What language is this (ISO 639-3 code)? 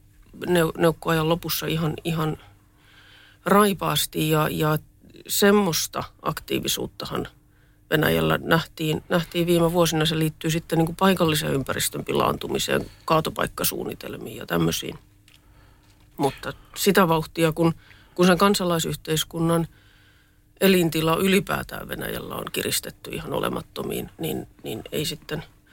fin